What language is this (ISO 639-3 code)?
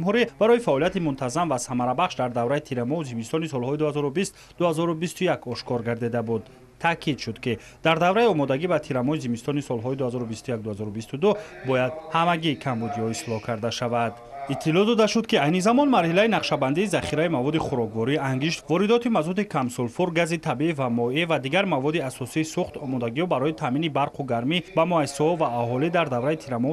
tgk